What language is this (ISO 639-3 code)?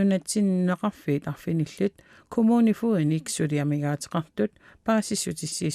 kal